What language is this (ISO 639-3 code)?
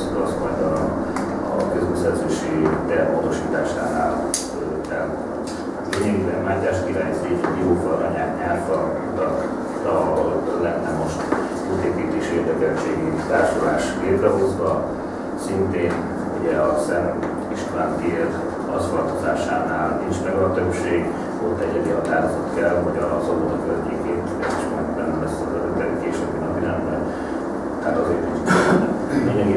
hun